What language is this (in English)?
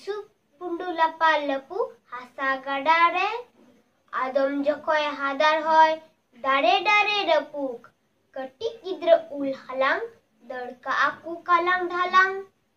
Santali